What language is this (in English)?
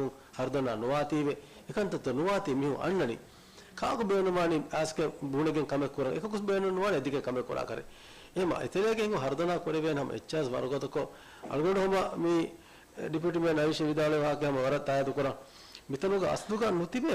Divehi